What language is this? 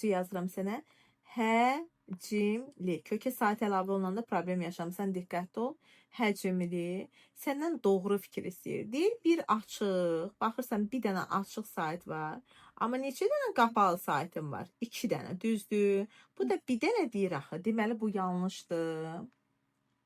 Azerbaijani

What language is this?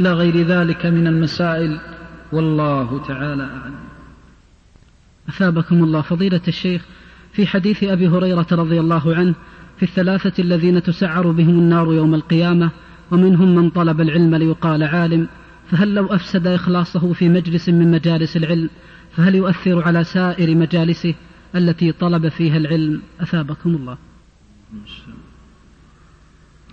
Arabic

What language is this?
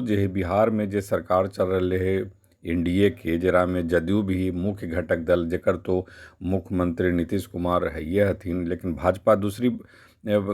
Magahi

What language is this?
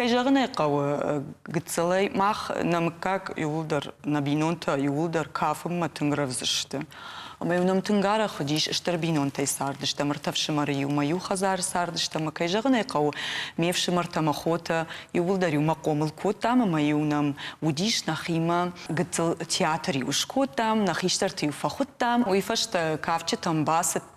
Ossetic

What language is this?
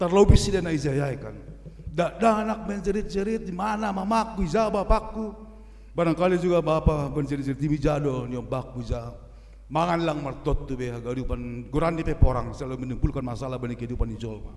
Batak Simalungun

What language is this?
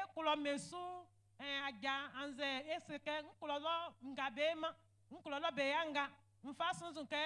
Baoulé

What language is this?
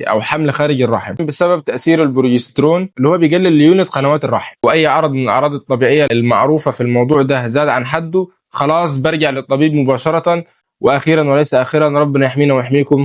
Egyptian Arabic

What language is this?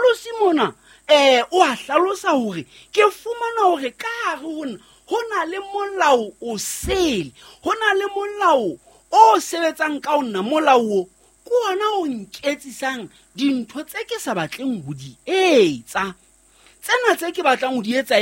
Southern Sotho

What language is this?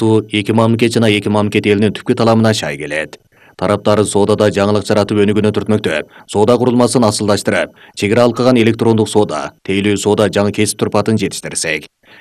Kyrgyz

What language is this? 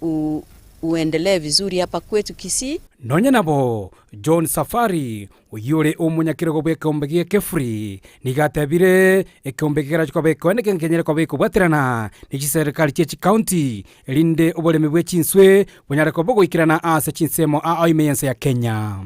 Gusii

